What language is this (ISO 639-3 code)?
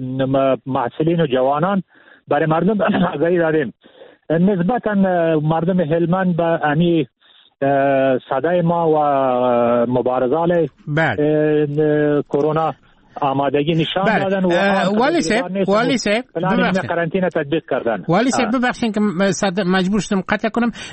fas